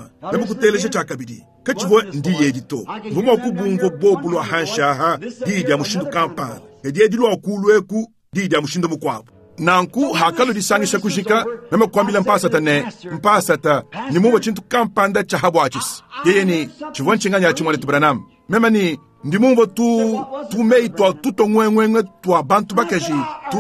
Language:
Luba-Lulua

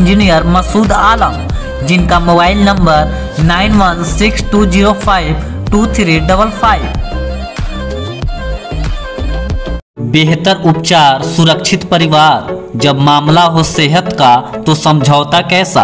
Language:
Hindi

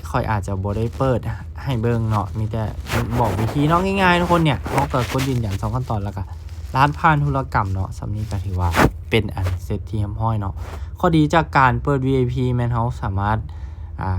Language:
Lao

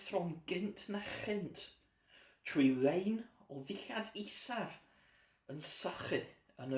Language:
Welsh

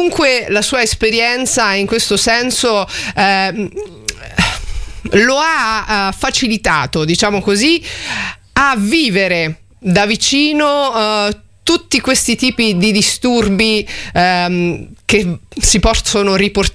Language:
Italian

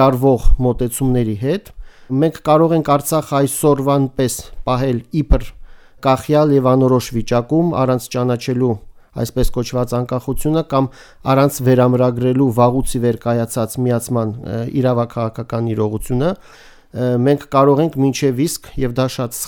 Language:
Armenian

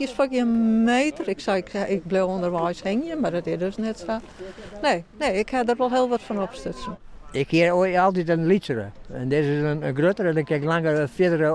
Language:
Western Frisian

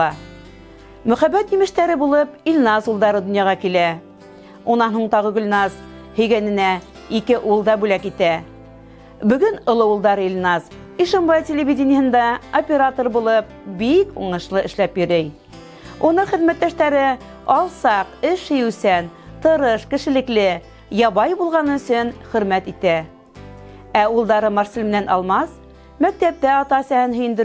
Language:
Bashkir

